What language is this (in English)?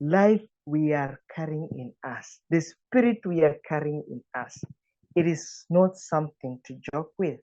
English